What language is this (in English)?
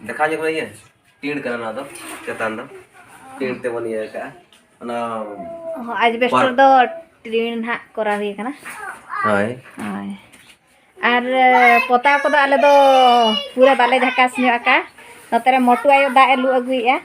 Santali